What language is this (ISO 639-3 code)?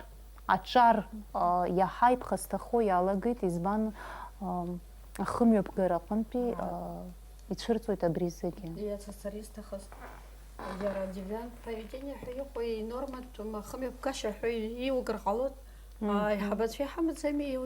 abk